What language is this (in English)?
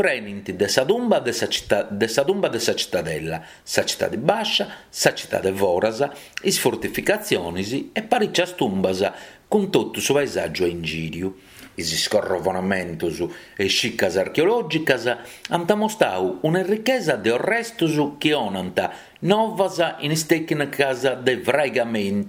Sardinian